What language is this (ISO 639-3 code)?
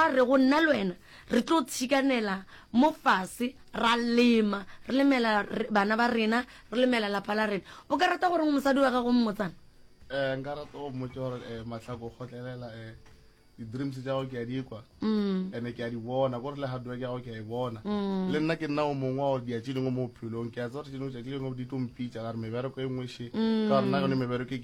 nso